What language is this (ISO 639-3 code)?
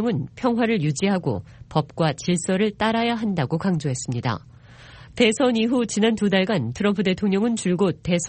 kor